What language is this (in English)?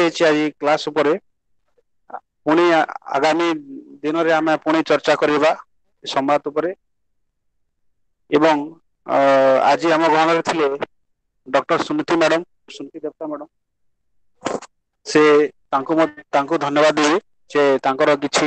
Odia